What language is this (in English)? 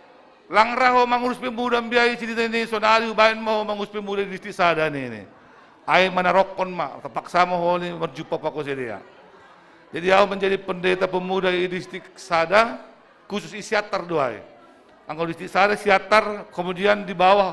Batak Simalungun